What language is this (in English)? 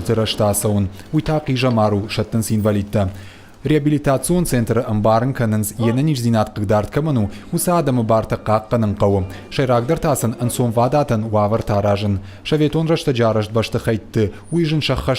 Ossetic